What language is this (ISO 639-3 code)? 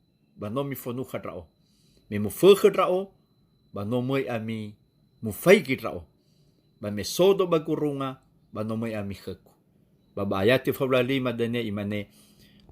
nia